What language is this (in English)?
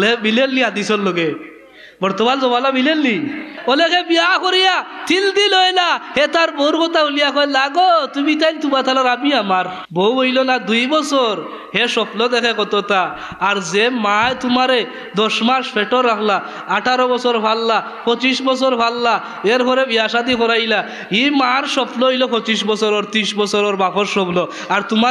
Sylheti